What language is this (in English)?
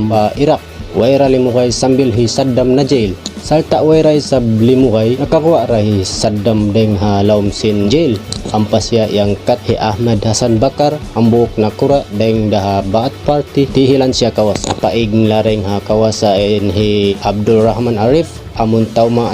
Tausug